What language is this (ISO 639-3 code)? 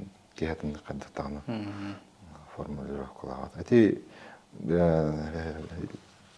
sah